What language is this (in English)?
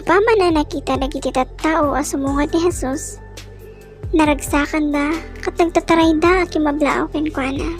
Iloko